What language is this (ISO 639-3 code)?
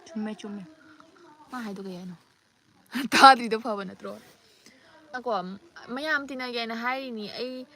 mni